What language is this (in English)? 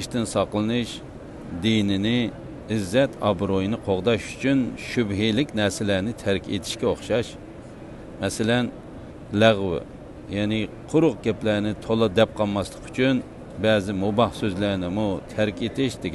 Uyghur